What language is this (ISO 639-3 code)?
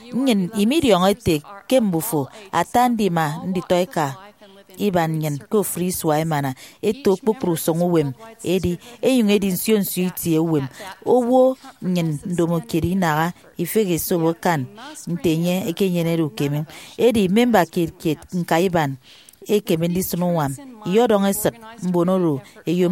efi